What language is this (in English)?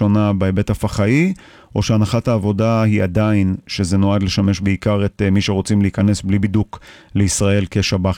Hebrew